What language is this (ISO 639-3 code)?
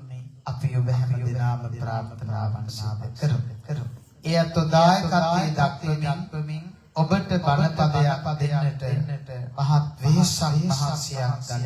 sin